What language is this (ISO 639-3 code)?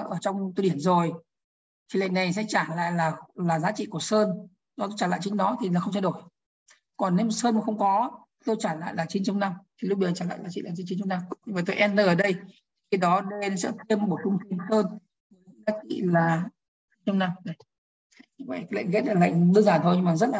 vie